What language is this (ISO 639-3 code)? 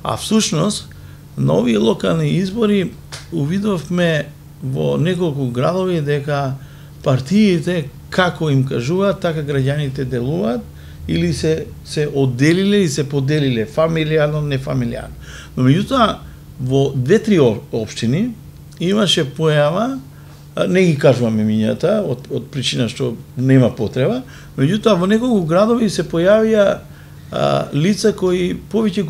mkd